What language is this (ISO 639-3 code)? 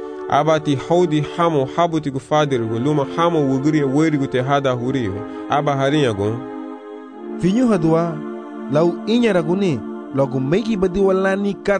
cab